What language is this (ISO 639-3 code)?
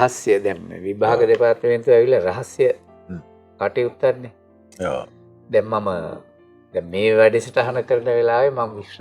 sin